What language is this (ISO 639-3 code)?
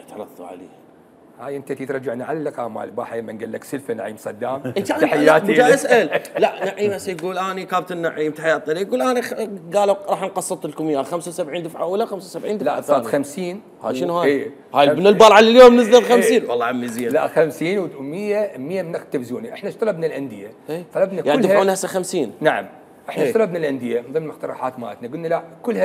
acm